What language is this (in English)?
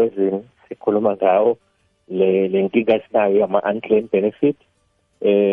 South Ndebele